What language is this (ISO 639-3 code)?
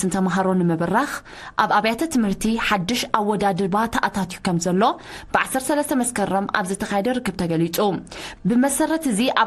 tir